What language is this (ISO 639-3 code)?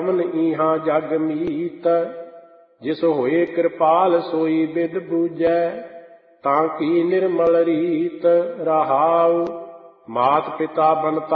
pan